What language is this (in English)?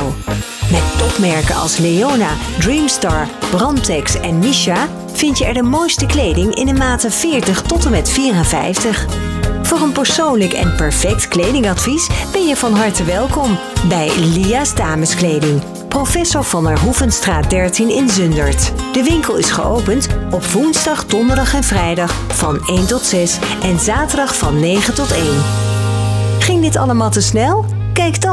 Dutch